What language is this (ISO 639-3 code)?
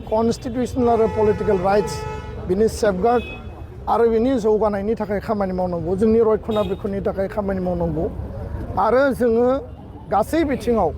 brx